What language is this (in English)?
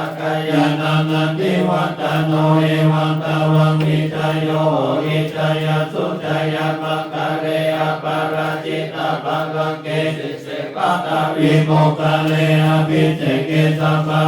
Pali